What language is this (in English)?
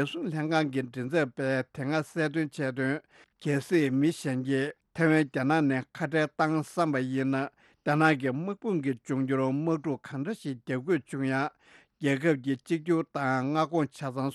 Tibetan